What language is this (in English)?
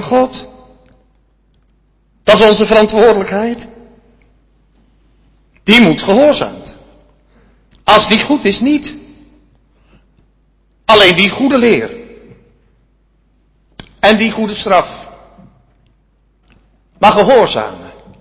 Dutch